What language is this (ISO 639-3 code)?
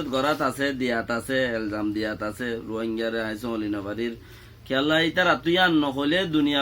rhg